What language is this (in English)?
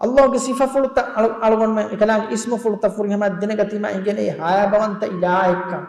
Divehi